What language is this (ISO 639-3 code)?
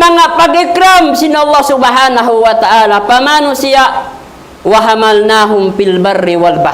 tsg